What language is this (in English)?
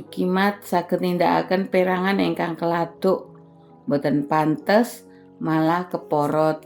Javanese